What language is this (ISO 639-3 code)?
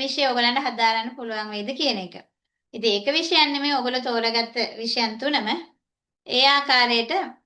sin